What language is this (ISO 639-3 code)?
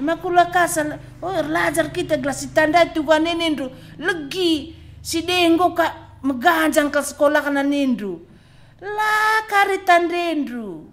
btx